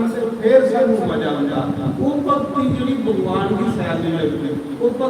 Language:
Dogri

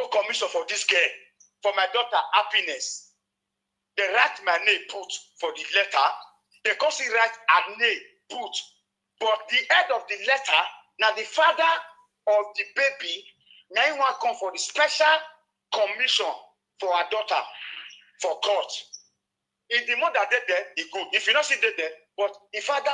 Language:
Nigerian Pidgin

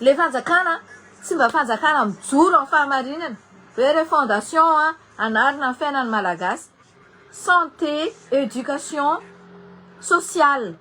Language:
Malagasy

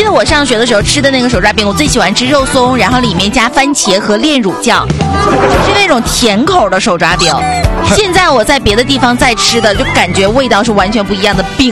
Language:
Chinese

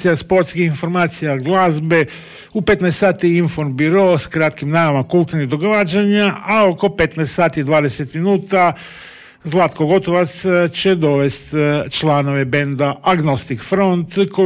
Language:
Croatian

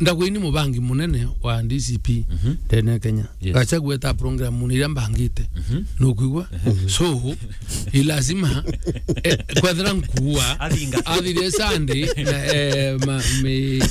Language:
Meru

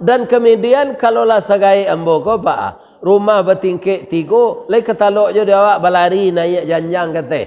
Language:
Minangkabau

